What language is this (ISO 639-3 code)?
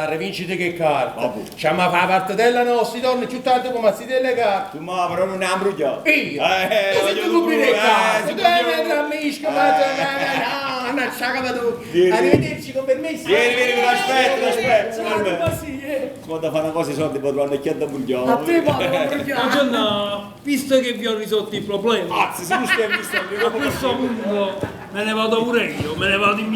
nap